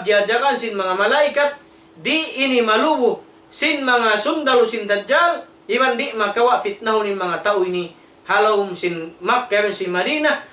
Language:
Tausug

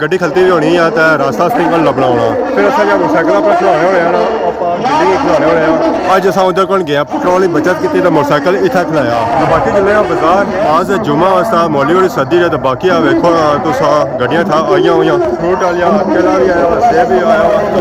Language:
Pahari-Potwari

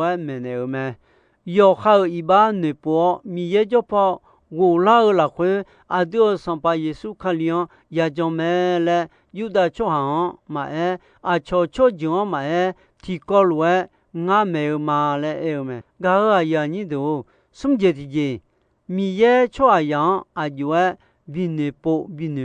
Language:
Akha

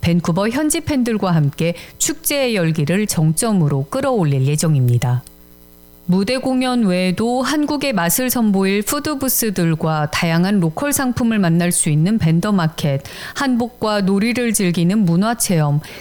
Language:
Korean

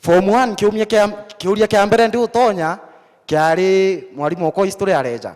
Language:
Meru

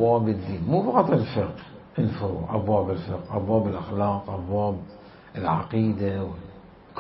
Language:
Mesopotamian Arabic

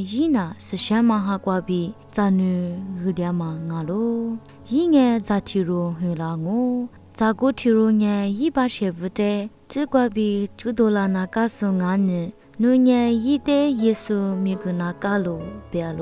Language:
Lisu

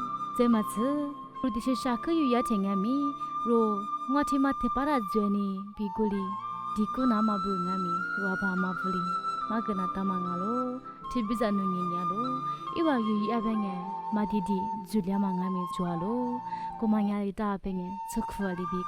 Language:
Lisu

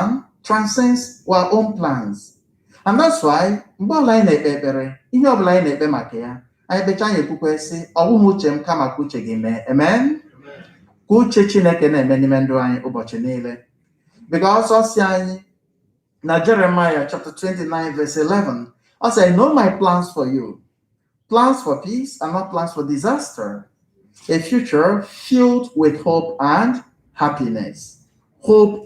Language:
Igbo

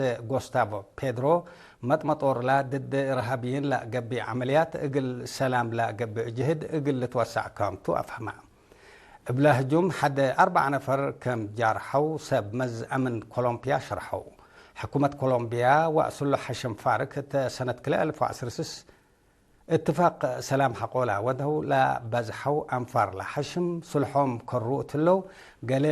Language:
Tigre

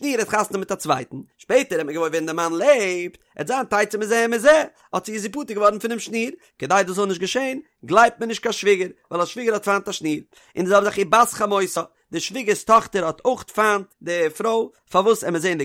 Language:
Yiddish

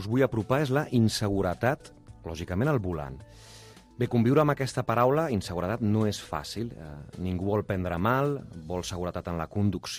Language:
Catalan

